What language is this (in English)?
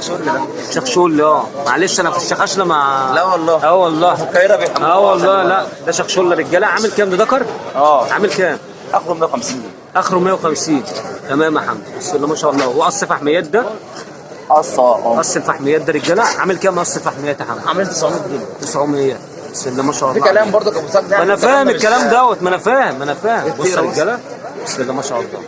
Egyptian Arabic